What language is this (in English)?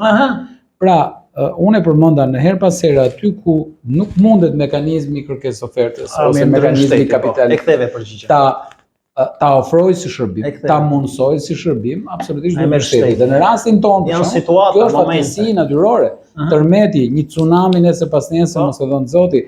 Albanian